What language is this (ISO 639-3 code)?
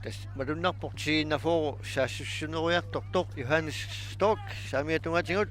kal